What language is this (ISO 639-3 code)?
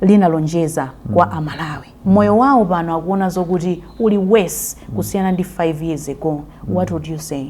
nya